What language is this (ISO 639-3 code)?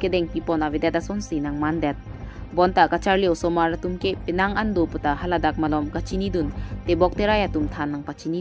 mjw